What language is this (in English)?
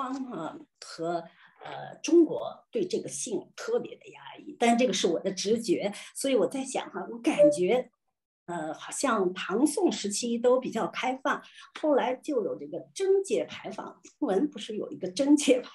Chinese